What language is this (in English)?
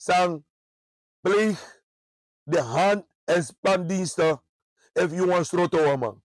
Sranan Tongo